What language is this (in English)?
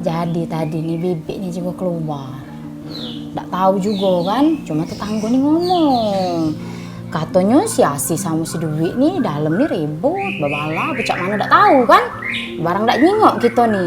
Musi